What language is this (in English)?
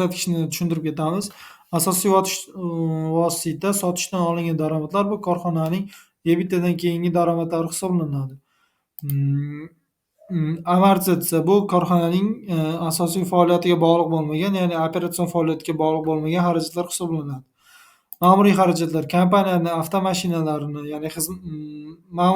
Uzbek